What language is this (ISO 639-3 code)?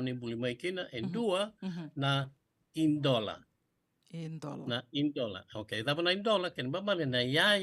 fij